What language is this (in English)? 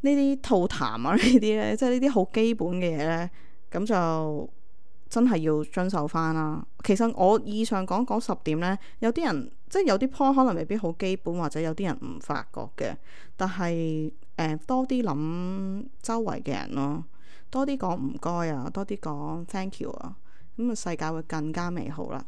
Cantonese